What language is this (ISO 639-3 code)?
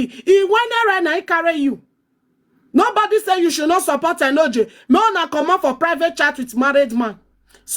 pcm